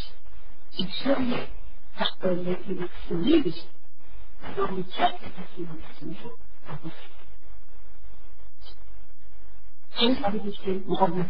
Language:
Persian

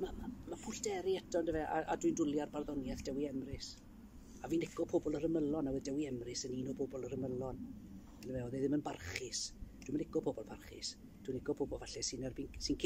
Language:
Welsh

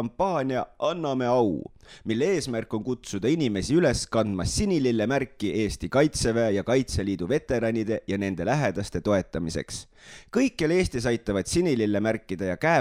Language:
Estonian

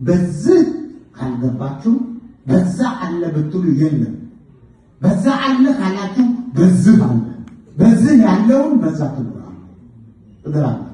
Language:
Amharic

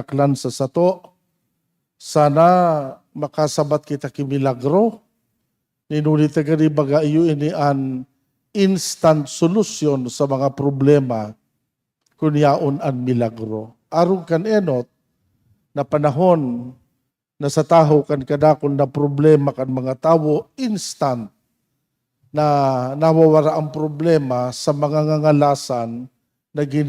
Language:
Bikol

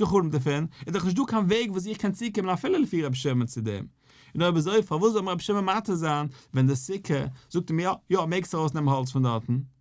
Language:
Yiddish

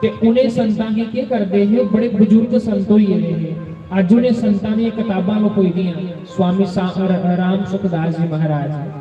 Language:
Dogri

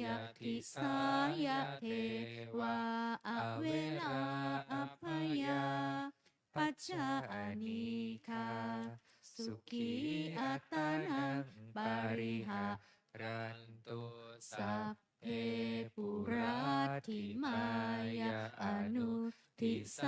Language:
Pali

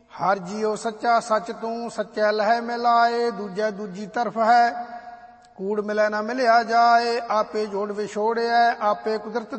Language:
Punjabi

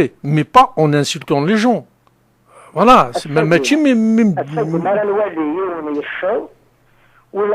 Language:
Kabyle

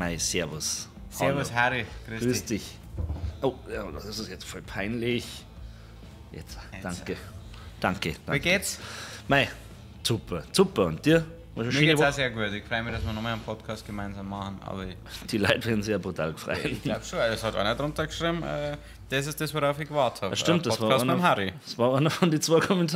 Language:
Bavarian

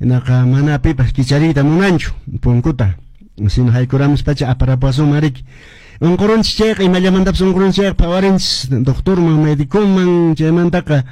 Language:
Quechua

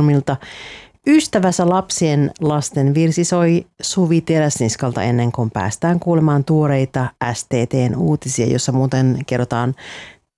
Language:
Finnish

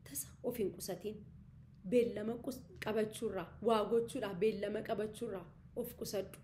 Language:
Oromo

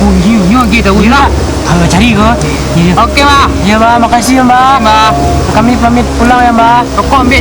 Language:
Minangkabau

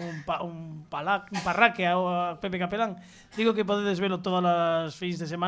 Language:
Galician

